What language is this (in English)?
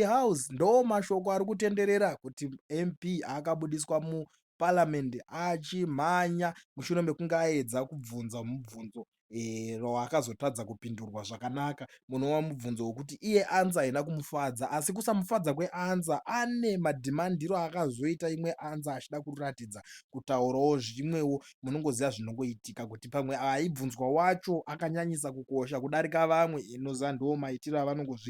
Shona